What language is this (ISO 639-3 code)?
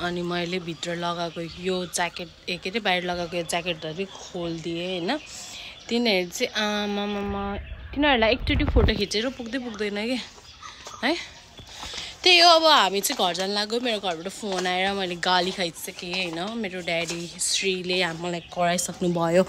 nep